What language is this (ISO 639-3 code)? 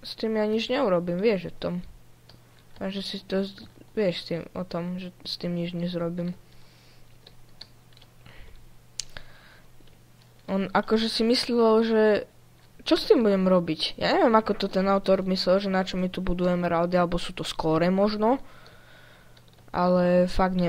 slk